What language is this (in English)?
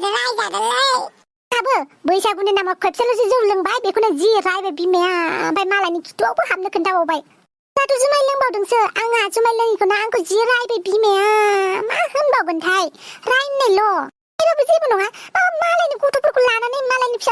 Bodo